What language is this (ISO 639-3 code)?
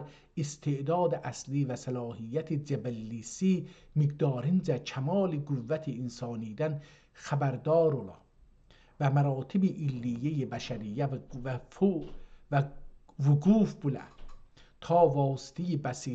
azb